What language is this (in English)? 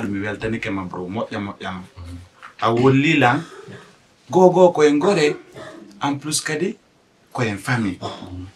Fula